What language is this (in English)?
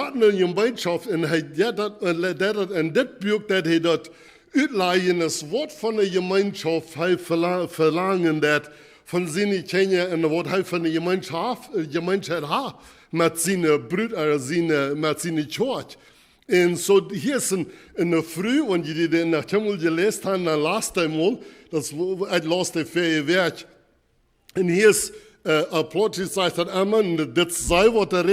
Plautdietsch